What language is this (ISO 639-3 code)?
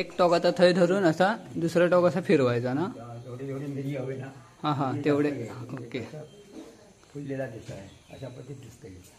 kok